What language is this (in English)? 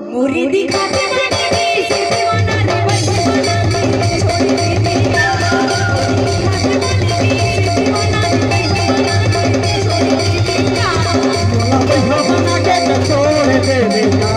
Chhattisgarhi